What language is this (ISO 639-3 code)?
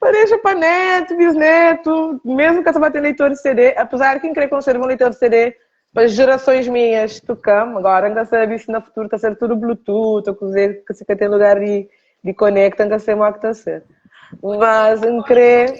kea